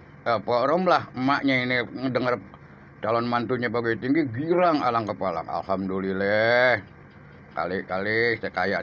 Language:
Betawi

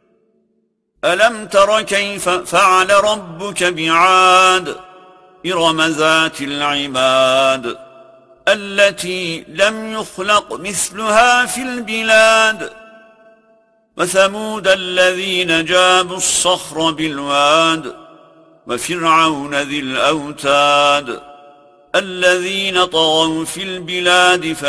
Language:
Arabic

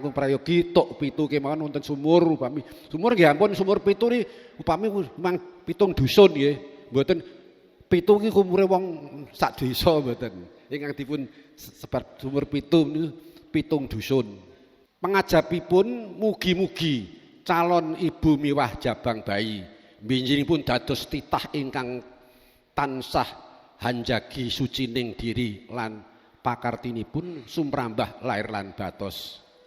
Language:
Javanese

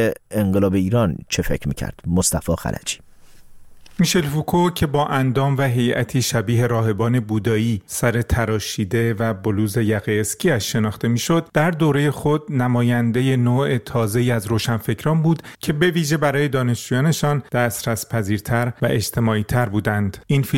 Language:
Persian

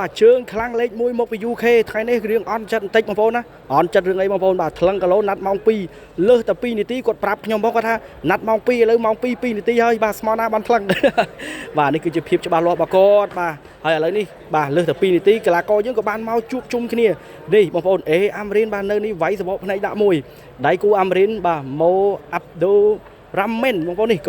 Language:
Khmer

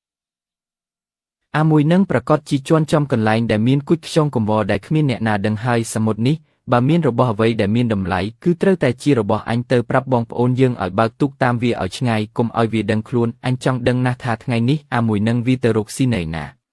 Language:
Khmer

